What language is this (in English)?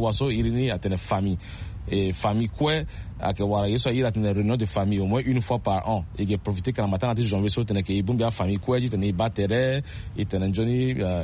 Sango